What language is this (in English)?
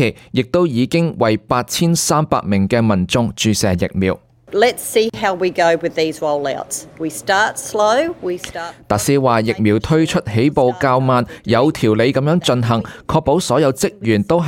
Cantonese